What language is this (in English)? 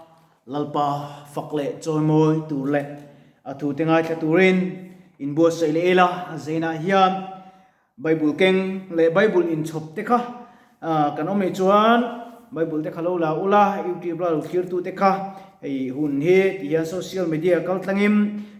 Mizo